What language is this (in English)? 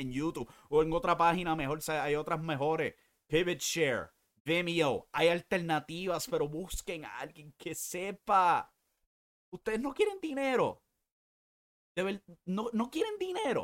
Spanish